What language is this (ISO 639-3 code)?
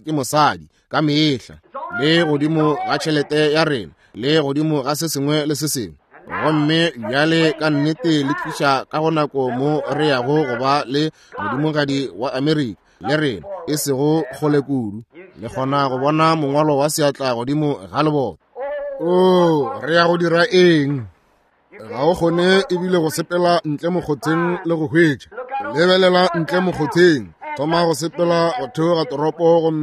nso